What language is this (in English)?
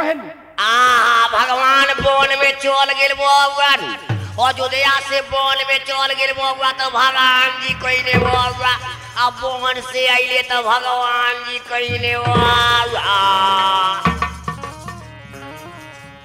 Bhojpuri